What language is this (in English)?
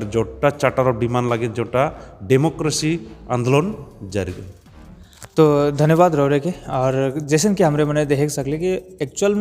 Sadri